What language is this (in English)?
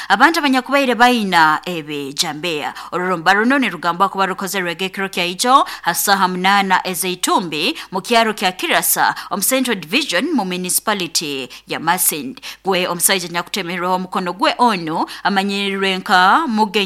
Nyoro